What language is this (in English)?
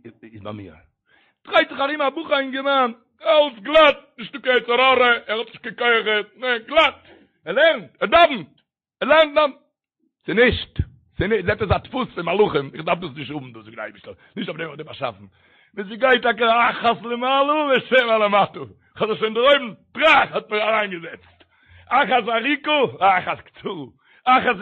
Yiddish